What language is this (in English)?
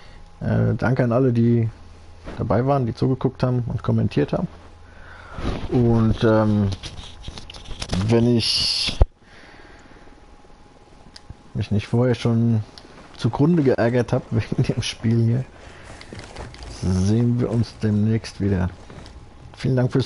German